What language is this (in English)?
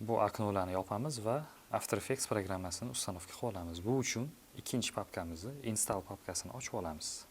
Uzbek